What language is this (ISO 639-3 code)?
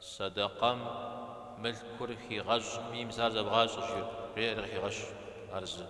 kbd